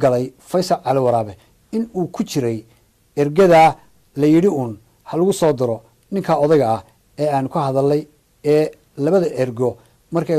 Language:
Somali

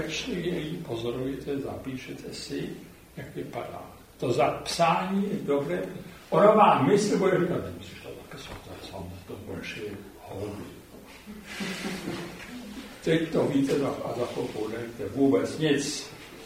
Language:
Czech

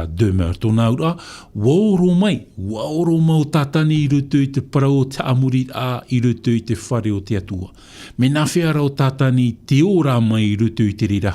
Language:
Tahitian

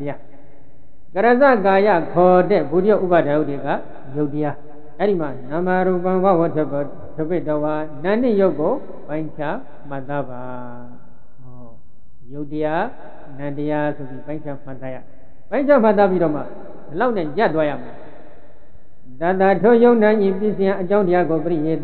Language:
Burmese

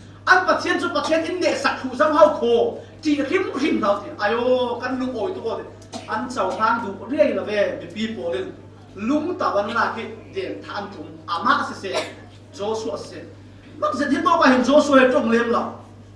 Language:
Falam Chin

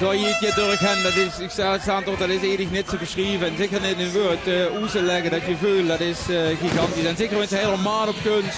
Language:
Limburgish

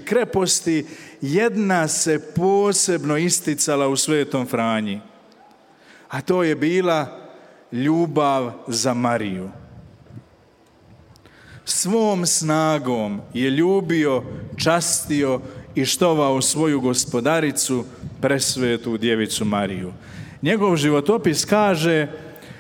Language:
Croatian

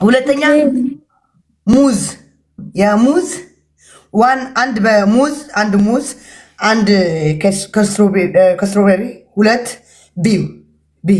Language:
Amharic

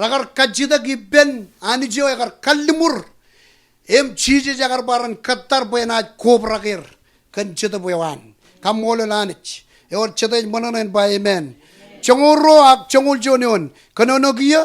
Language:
Marshallese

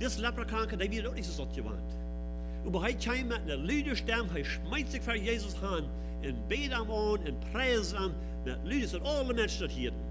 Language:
Plautdietsch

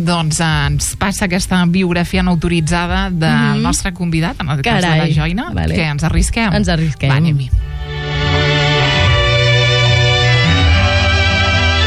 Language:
Catalan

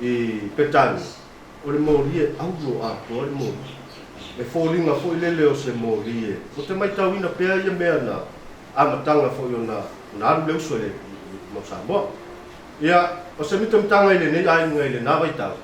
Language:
Samoan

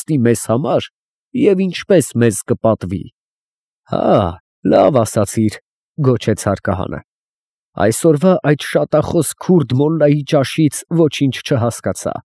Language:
Armenian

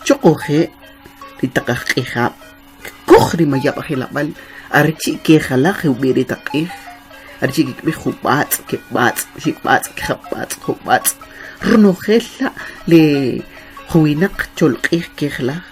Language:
Kʼicheʼ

